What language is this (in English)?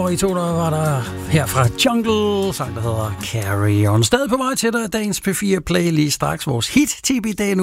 Danish